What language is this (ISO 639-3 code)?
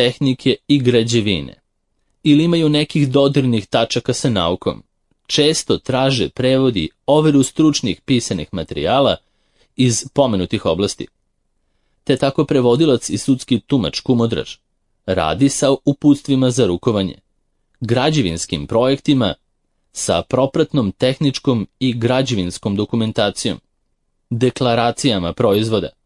srp